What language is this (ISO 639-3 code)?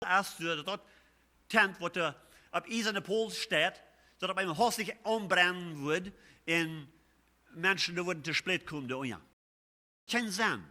pdt